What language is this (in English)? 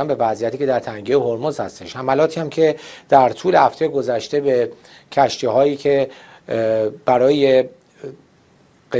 Persian